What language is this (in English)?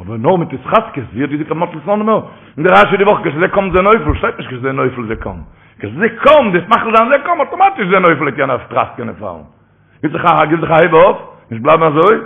Yiddish